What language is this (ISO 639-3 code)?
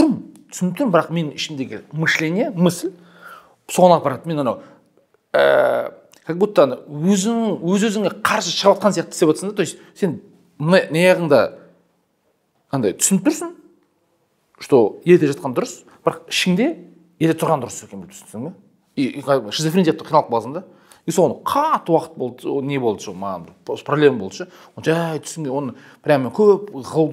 kaz